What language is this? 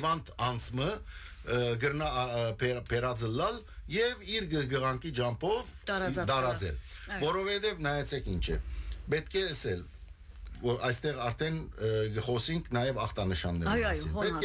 Western Armenian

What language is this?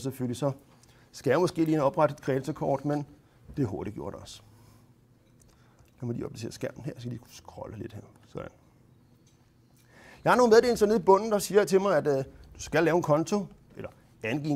Danish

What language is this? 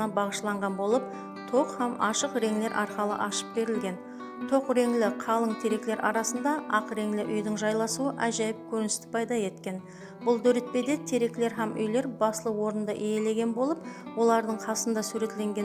Kara-Kalpak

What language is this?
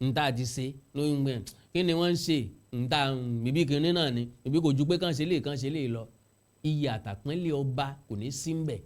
Yoruba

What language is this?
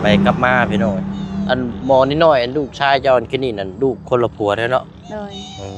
Lao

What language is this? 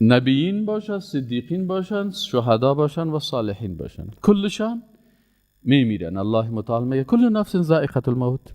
Persian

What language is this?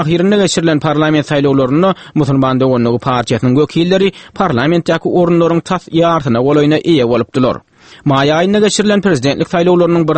Turkmen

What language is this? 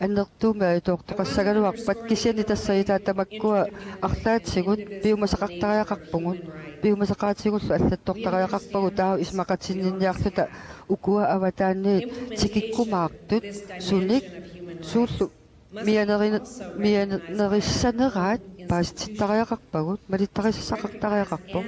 Kalaallisut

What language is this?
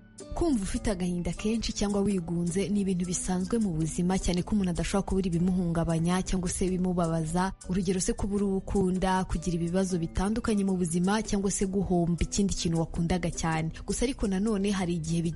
Kinyarwanda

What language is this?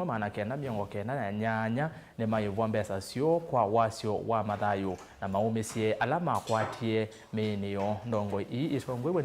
Kamba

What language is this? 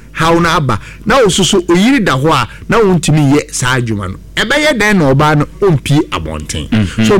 Akan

